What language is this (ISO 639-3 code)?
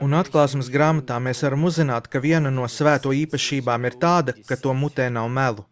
lav